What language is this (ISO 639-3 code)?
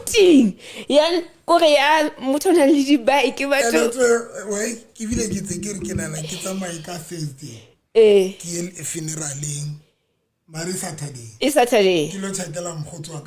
sot